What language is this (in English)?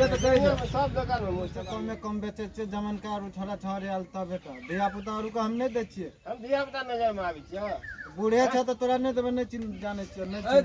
Maithili